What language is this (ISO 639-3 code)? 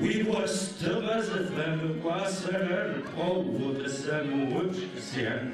ady